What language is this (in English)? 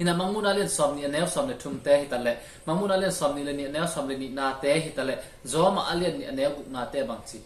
Tedim Chin